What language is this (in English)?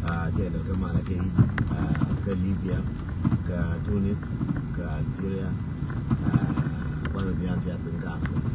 Nuer